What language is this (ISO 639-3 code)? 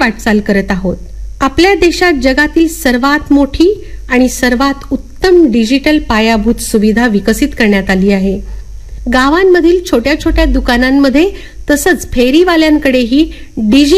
mar